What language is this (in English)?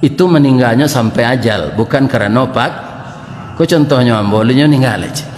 Minangkabau